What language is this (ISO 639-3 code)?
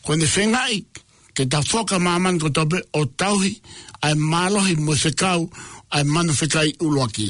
ton